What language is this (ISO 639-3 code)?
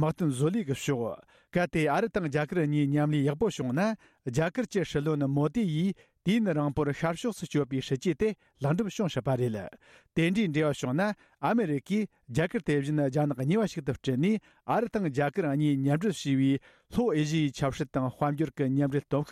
bod